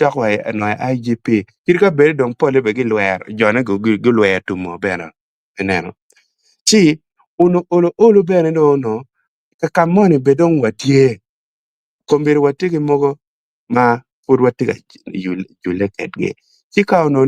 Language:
Acoli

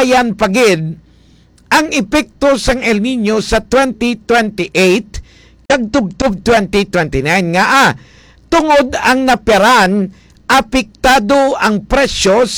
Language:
Hiligaynon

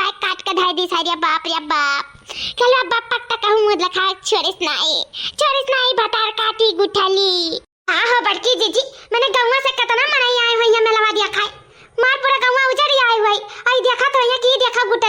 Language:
Awadhi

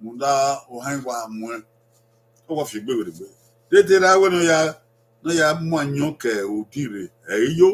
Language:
Bini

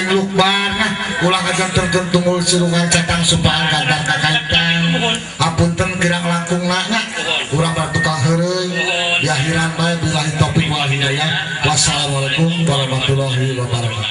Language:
Sundanese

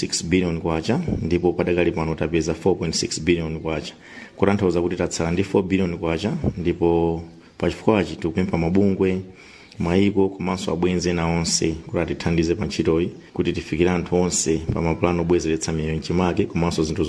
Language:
Nyanja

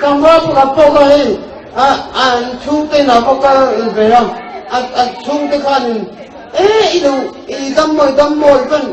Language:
Mizo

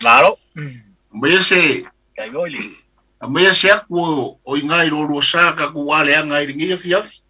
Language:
Samoan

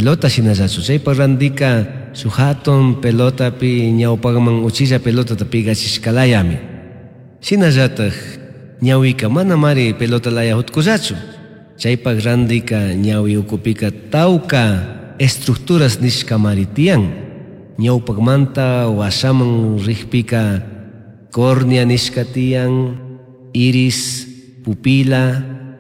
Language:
Chimborazo Highland Quichua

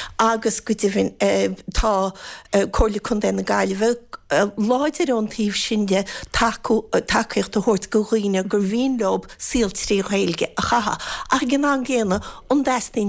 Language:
Irish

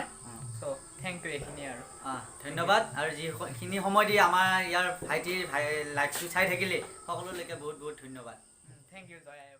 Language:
Assamese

